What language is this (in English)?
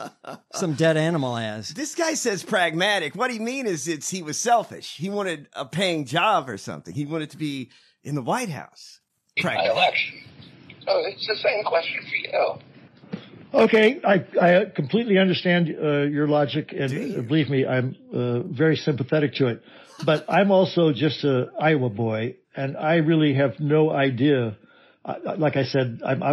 English